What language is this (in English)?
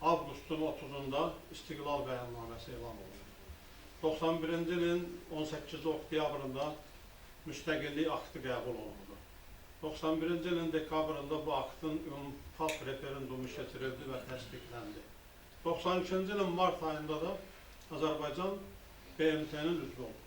Azerbaijani